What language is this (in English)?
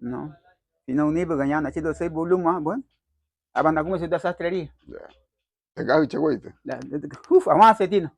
Garifuna